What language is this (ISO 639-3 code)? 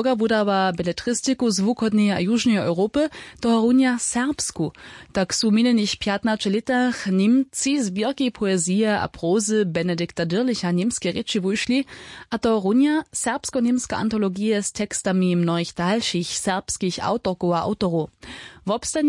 hsb